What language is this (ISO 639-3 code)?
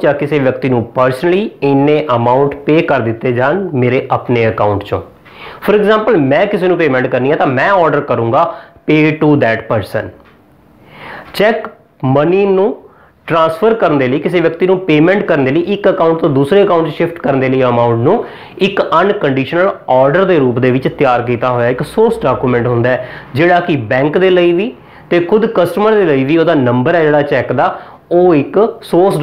pan